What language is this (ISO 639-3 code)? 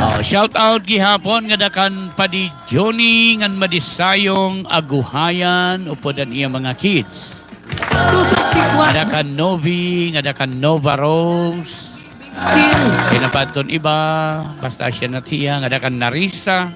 war